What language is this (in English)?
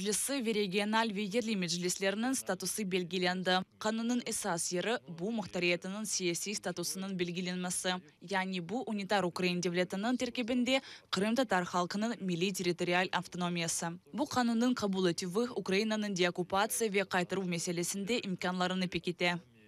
Crimean Tatar